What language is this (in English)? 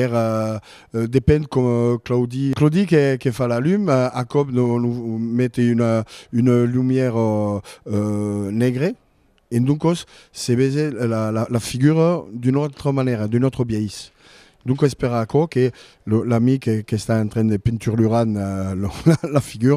Occitan